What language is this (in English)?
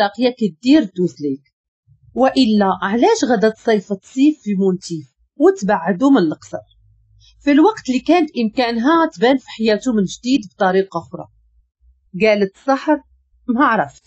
Moroccan Arabic